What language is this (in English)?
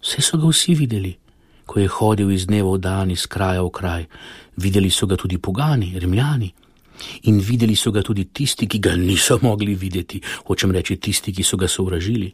Slovenian